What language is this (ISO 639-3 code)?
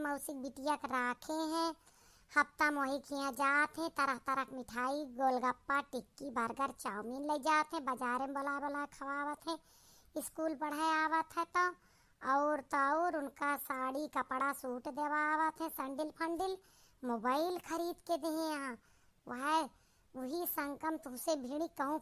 awa